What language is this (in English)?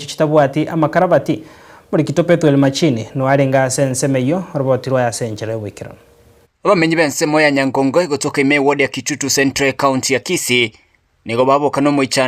Gusii